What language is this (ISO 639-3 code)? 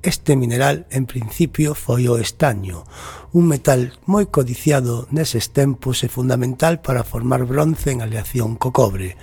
glg